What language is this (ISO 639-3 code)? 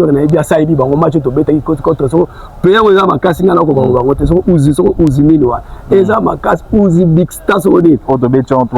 lin